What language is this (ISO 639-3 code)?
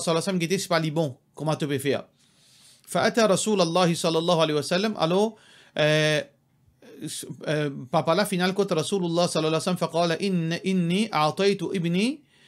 mfe